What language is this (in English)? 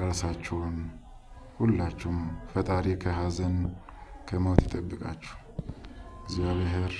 Amharic